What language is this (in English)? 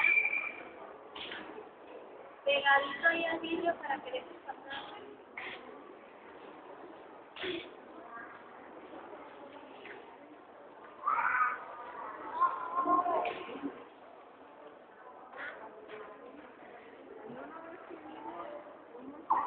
Spanish